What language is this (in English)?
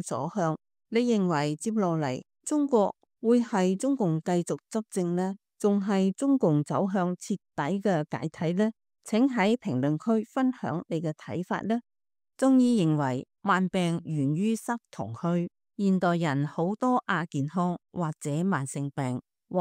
Cantonese